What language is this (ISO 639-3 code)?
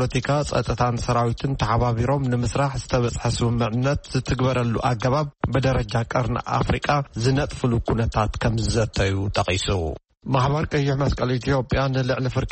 tir